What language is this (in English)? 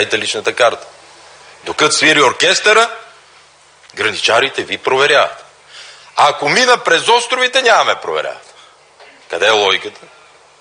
Bulgarian